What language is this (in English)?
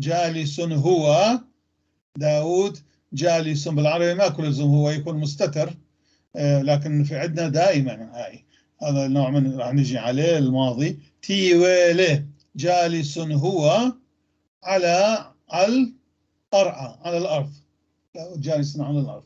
North Levantine Arabic